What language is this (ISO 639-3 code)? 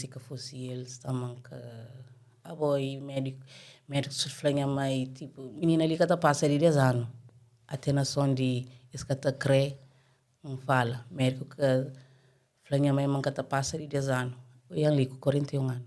kea